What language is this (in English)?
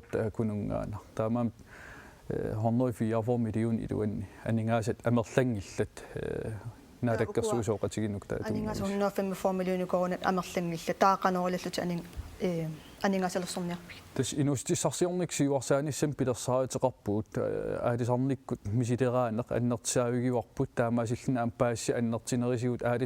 Kalaallisut